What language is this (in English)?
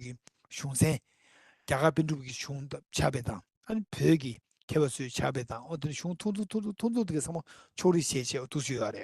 Tibetan